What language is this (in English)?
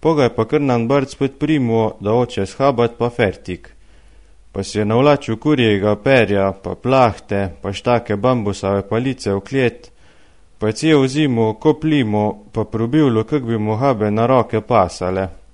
Slovenian